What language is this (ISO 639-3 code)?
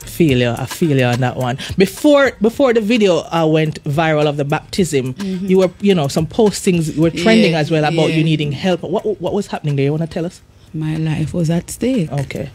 jam